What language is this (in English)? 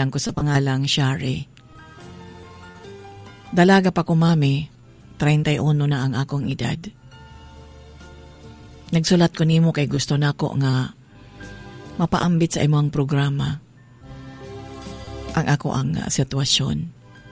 Cebuano